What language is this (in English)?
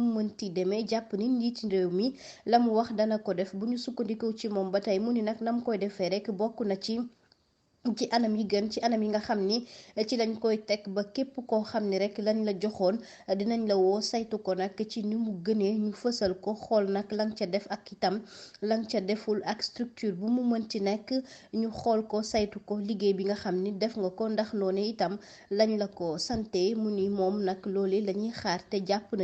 Wolof